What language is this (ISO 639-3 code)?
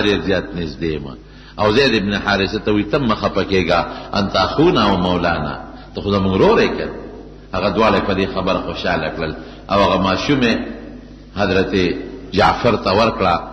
pus